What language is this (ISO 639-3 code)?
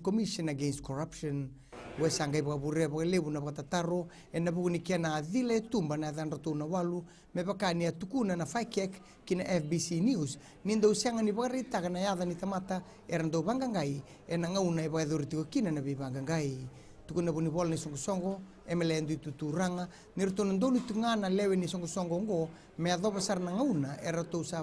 fij